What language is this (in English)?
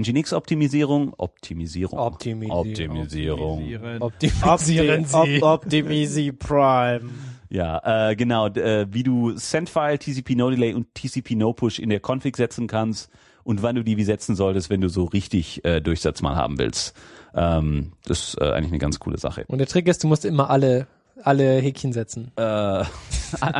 German